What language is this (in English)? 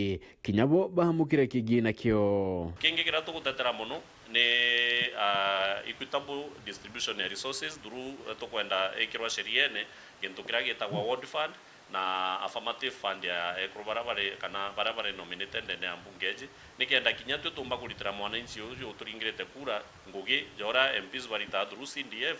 Meru